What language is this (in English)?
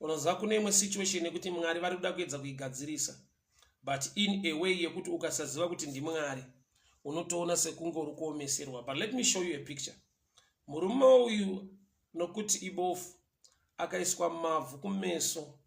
Shona